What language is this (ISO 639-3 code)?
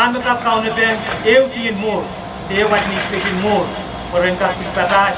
pon